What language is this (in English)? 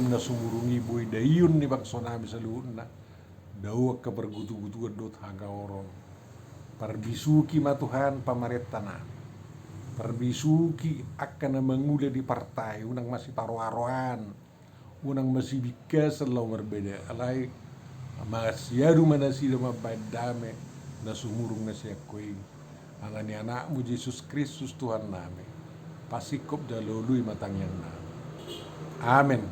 Batak Toba